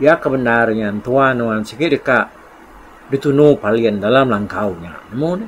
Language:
Iban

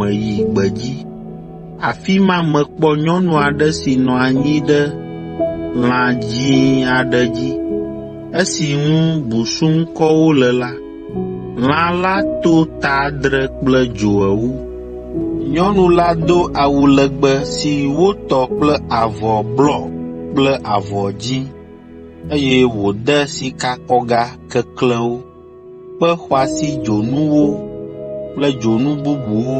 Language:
Ewe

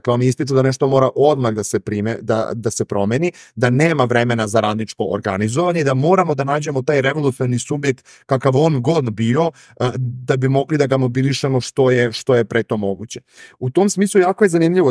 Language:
Serbian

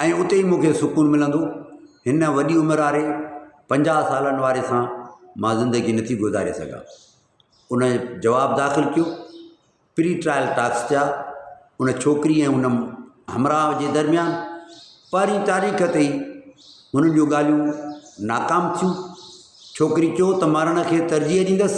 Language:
Sindhi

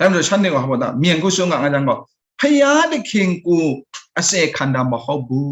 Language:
Kachin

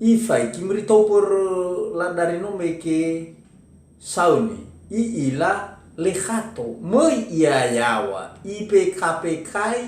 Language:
Nias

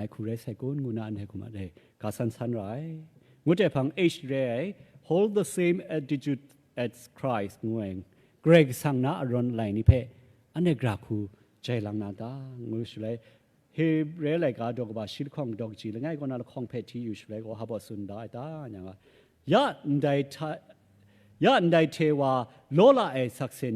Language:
Kachin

